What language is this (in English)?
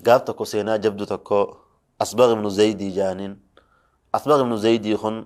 Oromo